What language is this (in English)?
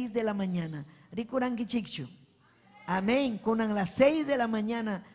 Ayacucho Quechua